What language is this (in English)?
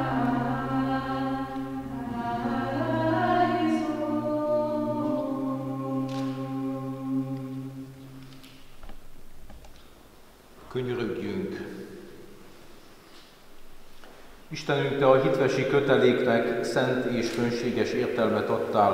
Hungarian